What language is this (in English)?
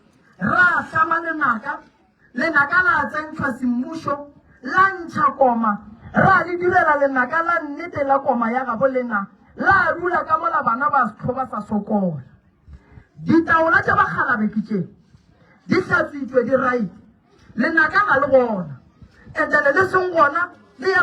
Northern Sotho